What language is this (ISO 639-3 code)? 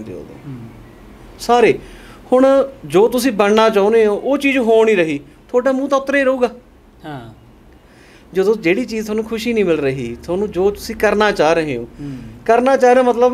pan